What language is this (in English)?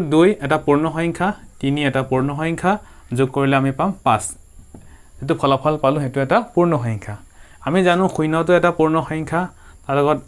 Assamese